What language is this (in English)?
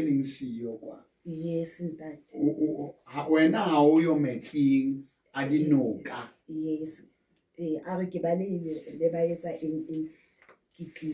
Southern Sotho